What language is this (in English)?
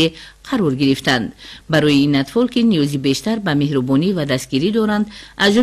Tajik